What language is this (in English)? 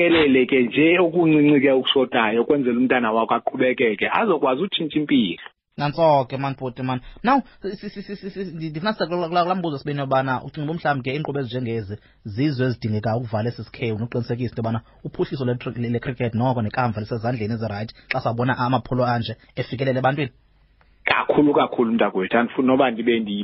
Xhosa